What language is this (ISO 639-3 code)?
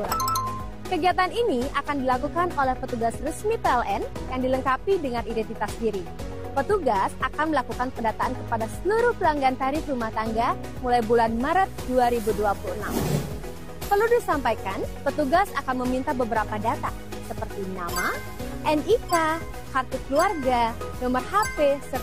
ind